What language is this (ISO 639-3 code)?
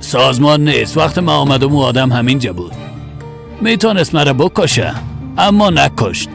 fas